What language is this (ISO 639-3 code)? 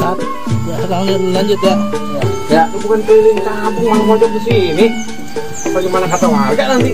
bew